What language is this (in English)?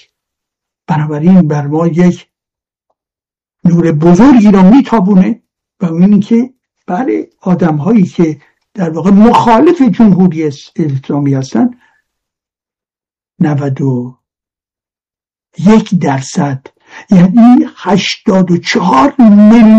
Persian